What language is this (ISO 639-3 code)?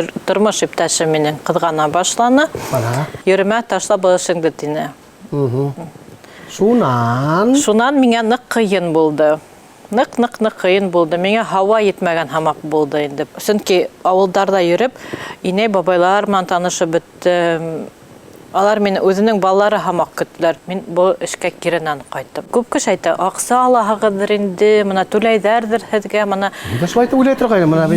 bak